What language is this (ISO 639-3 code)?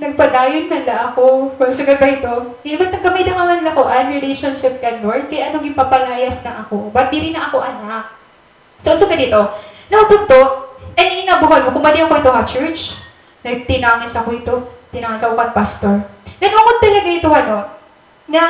war